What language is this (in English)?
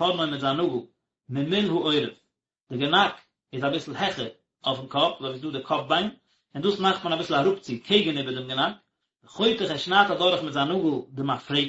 Yiddish